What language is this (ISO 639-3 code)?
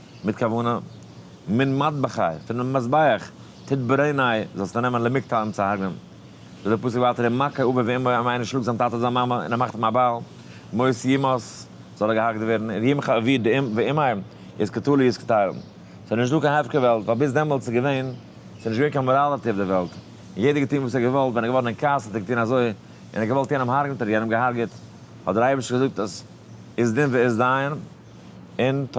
yid